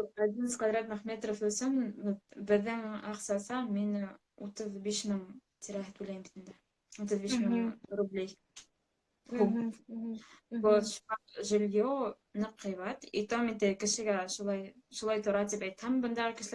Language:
Bashkir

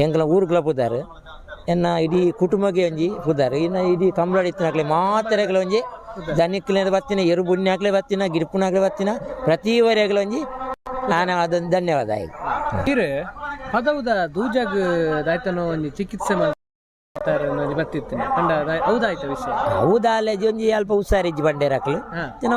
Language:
Tulu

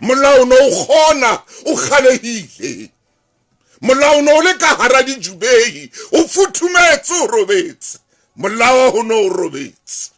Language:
Southern Sotho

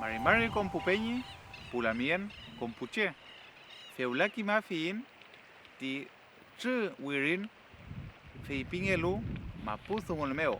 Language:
Mapuche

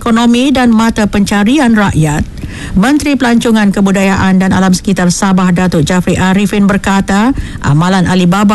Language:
Malay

